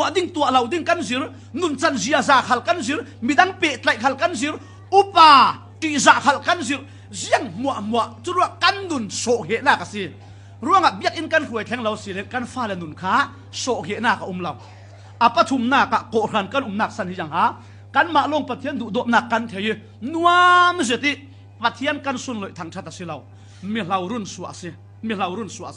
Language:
Falam Chin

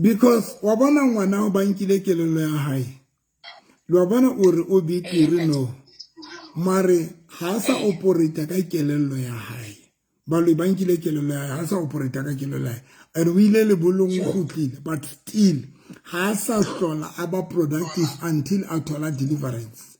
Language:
Southern Sotho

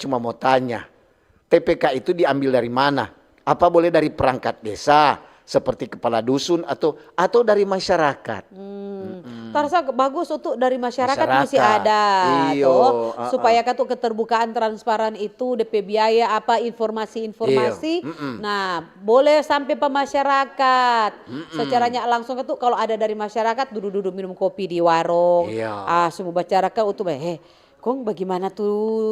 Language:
Manado Malay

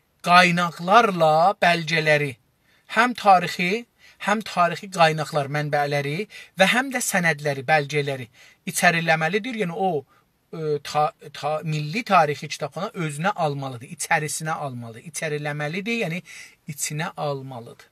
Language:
South Azerbaijani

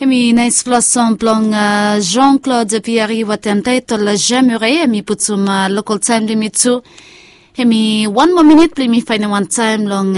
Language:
Bislama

